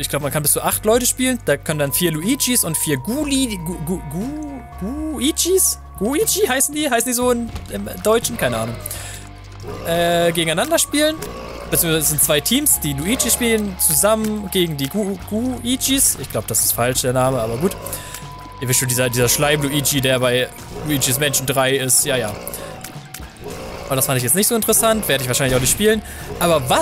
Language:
German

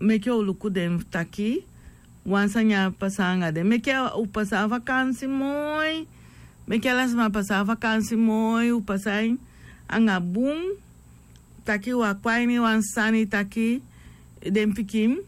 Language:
Sranan Tongo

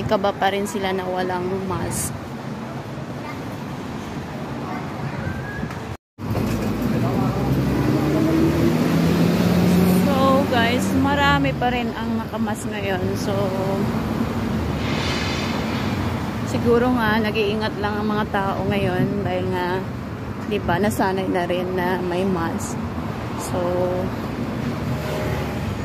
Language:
Filipino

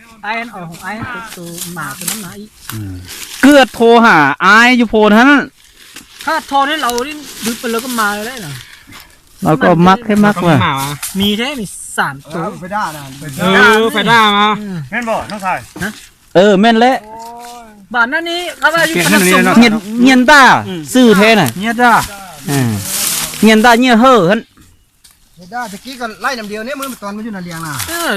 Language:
Lao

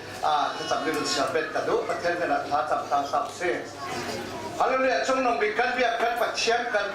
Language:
Falam Chin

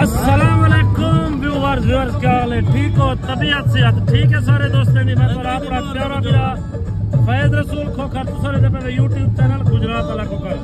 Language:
Saraiki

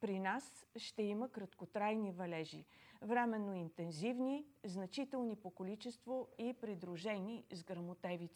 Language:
Bulgarian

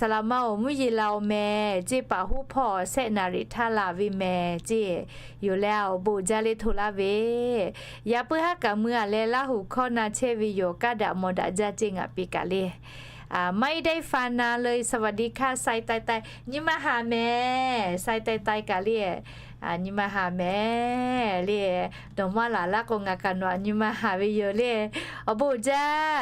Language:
Lahu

